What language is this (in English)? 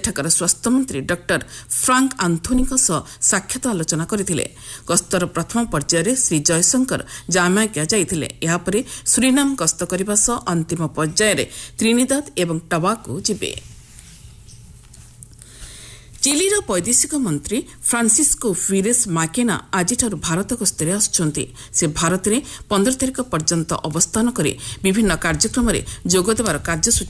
Odia